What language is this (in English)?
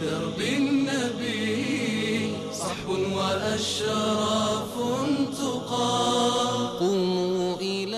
Persian